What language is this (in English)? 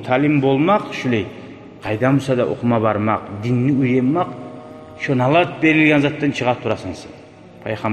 Kumyk